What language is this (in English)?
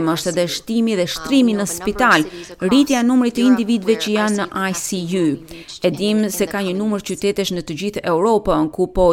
Albanian